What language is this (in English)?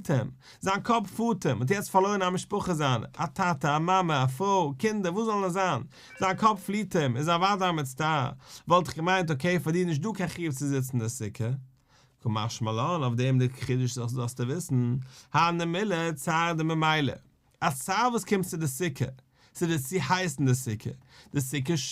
Yiddish